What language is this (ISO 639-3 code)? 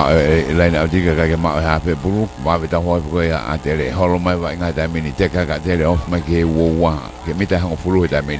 ton